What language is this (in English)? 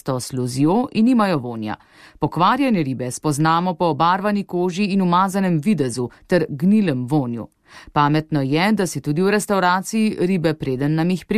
Slovenian